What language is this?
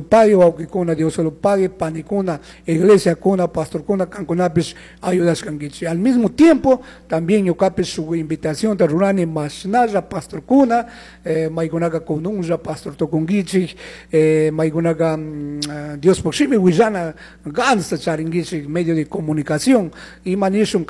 Chimborazo Highland Quichua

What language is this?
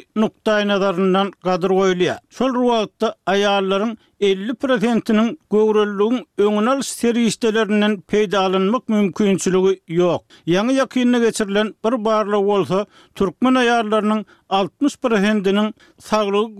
Turkmen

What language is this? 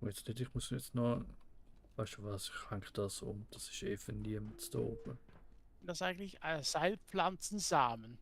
Swiss German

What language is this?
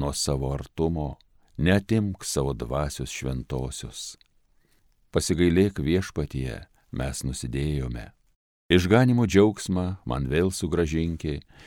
Lithuanian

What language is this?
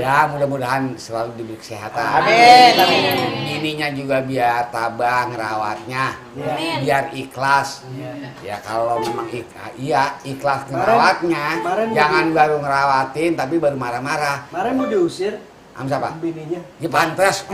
Betawi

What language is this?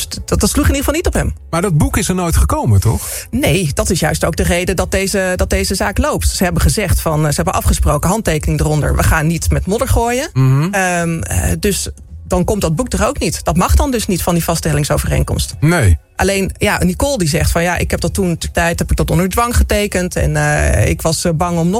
Dutch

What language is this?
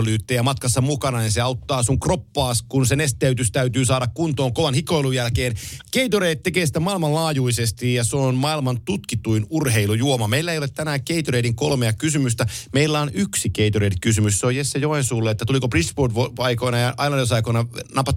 Finnish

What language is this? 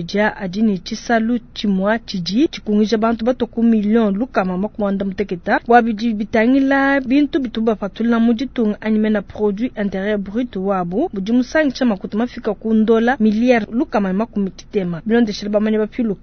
Luba-Lulua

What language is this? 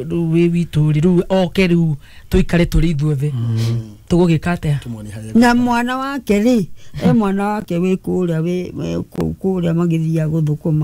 Kikuyu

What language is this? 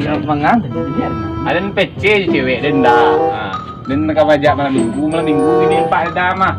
Minangkabau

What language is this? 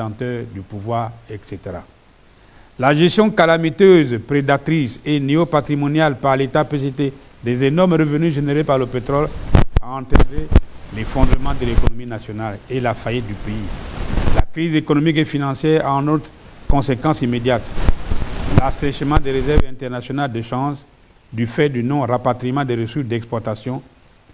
French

